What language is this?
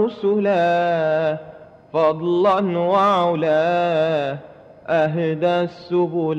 Madurese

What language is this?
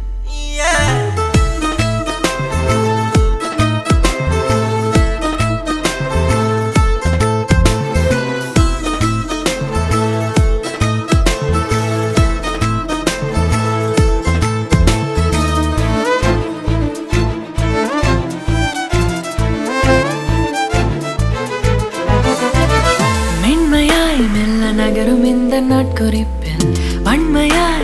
Tamil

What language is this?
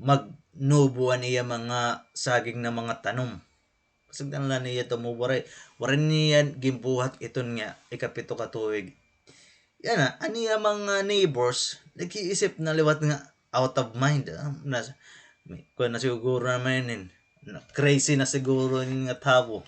Waray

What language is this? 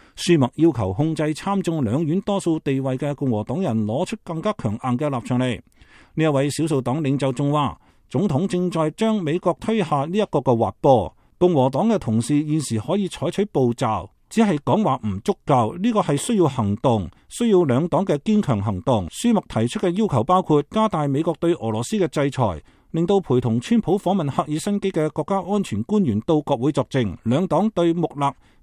Cantonese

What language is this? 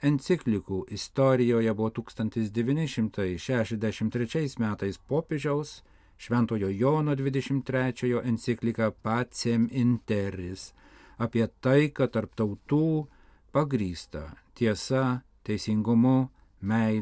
Lithuanian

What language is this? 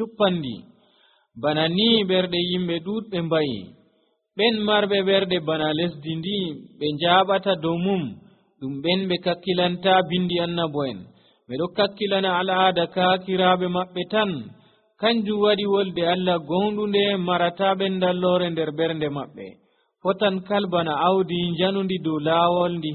Nigerian Fulfulde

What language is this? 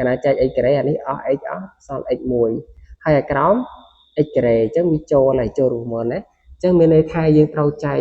Khmer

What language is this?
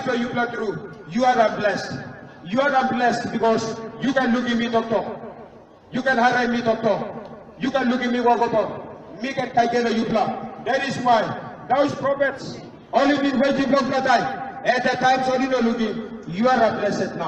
Tok Pisin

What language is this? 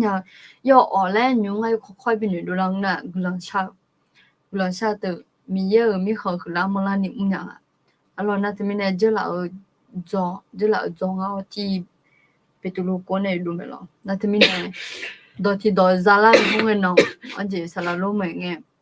Akha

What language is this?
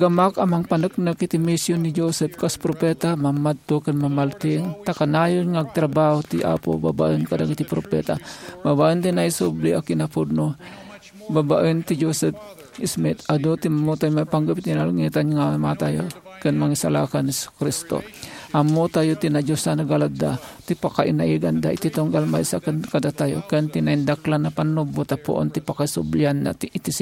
Iloko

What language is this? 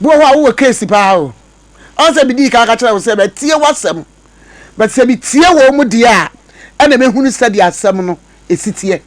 Akan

